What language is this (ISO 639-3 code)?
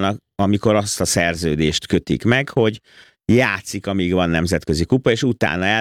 hun